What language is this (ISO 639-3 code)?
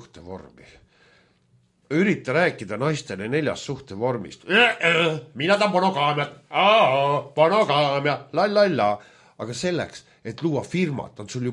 est